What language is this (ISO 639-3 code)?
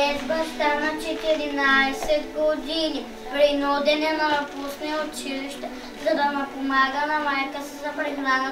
bul